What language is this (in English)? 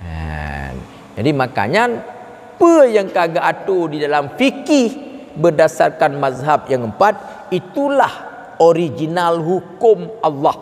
Achinese